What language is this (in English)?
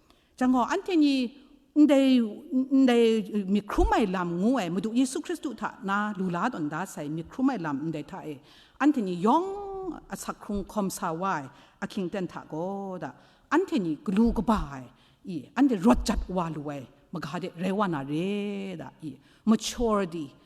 Kachin